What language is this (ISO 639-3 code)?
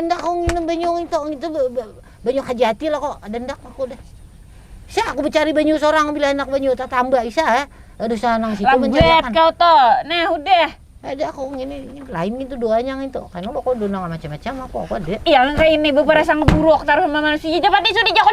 bjn